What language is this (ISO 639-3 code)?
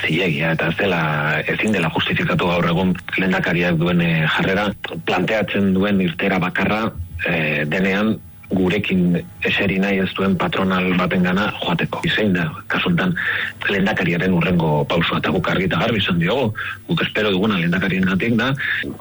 eus